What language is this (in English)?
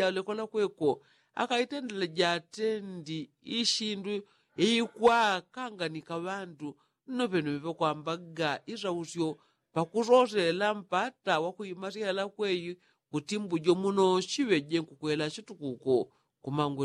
Yao